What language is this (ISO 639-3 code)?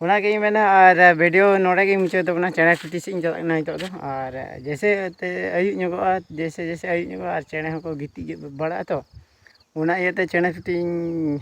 sat